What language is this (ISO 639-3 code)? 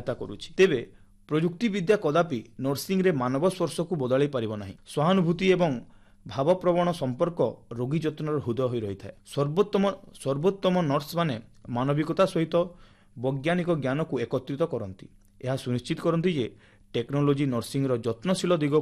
ori